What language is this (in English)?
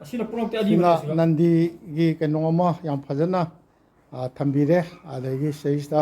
Manipuri